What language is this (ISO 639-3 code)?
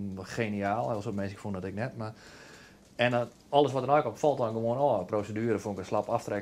fry